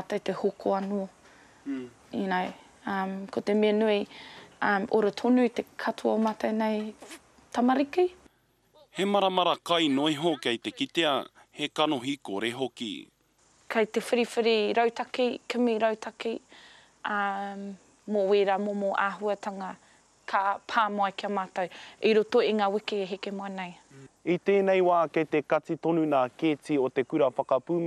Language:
Māori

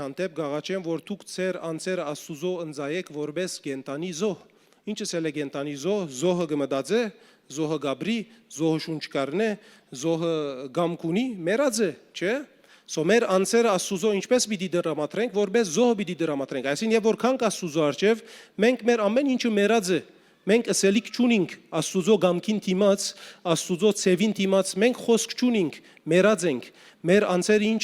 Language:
Western Armenian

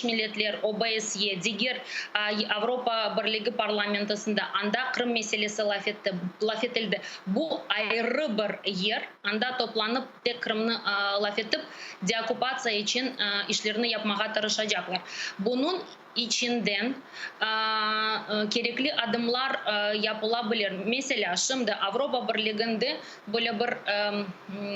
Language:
Crimean Tatar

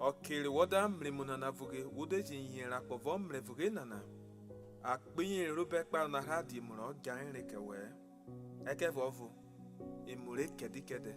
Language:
Urhobo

